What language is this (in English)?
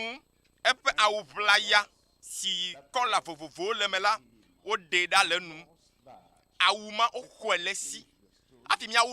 Ewe